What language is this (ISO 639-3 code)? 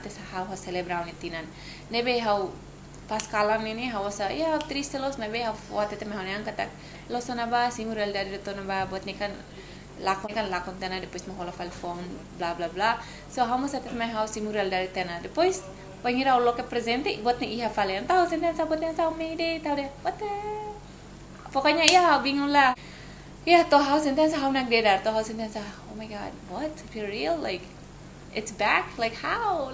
tet